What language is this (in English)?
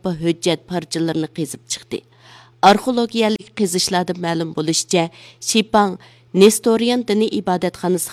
Uyghur